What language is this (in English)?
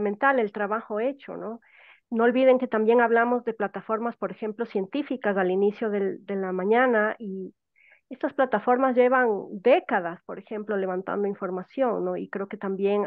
Spanish